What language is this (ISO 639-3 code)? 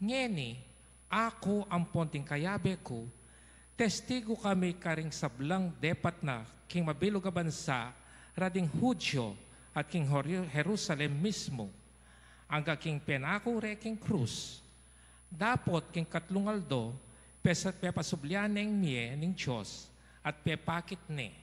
pam